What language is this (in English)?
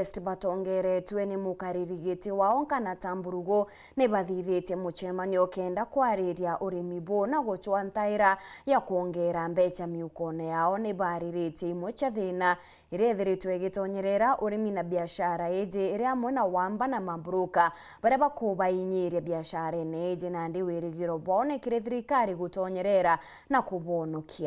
Meru